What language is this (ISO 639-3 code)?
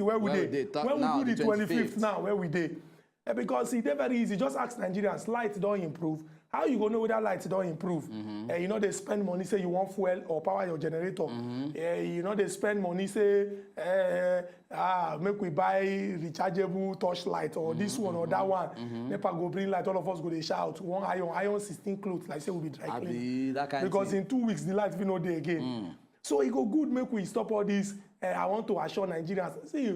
pcm